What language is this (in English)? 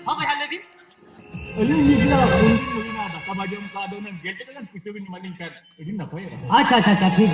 Santali